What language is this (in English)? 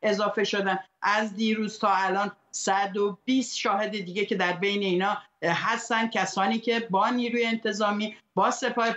Persian